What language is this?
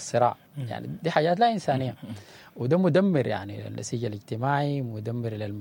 Sudanese Arabic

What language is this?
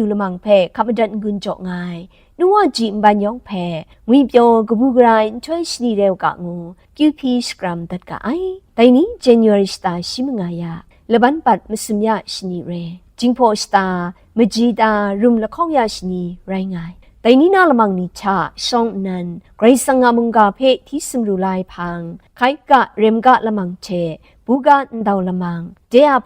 Kachin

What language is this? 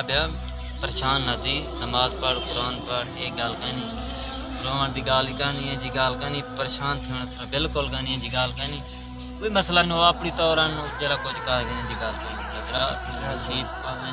Saraiki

